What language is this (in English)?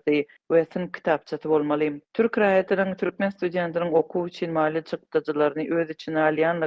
Turkmen